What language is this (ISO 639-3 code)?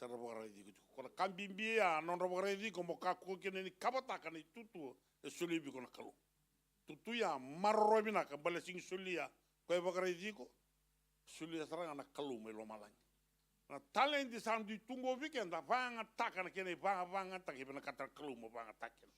fij